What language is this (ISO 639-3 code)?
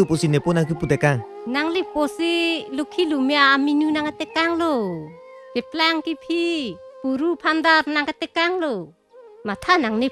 mjw